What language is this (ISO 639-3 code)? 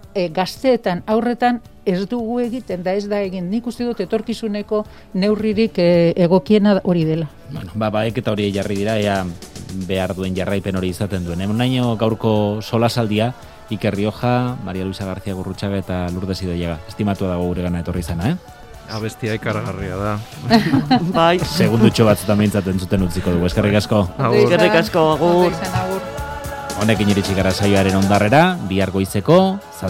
eus